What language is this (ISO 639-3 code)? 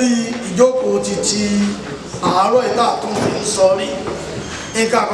yor